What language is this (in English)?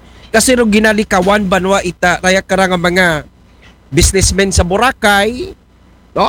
Aklanon